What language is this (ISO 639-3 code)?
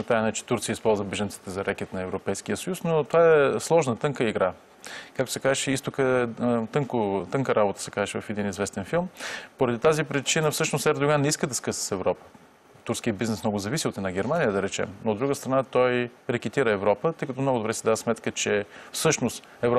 bul